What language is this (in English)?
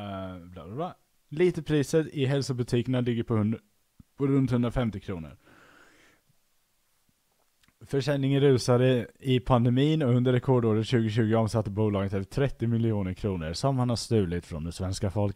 Swedish